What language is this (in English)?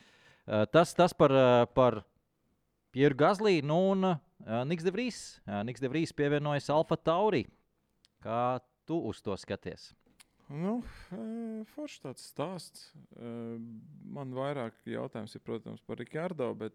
Latvian